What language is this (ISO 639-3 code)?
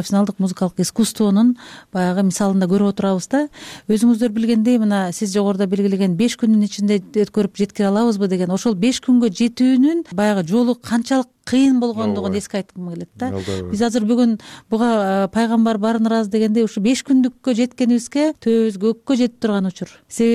kir